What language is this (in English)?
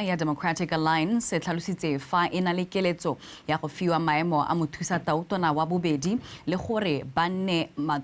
Tswana